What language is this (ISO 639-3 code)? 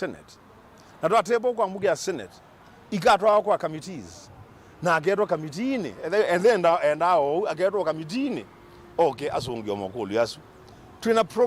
kam